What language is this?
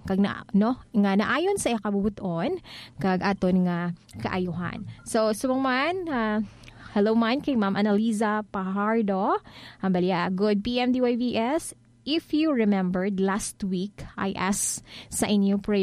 Hiligaynon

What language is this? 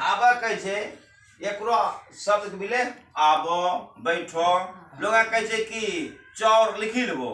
Angika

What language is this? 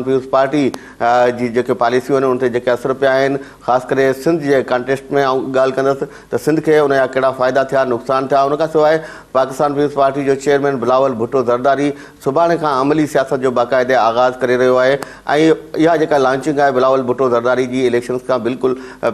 Sindhi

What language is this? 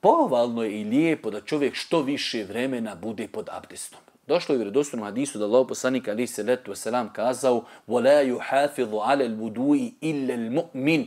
Bosnian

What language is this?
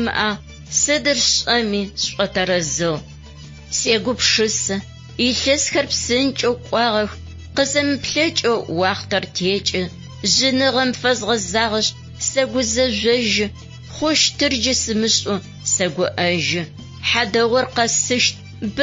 Adyghe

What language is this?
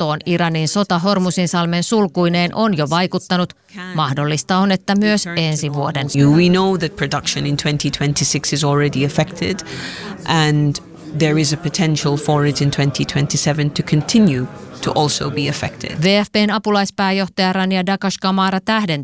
Finnish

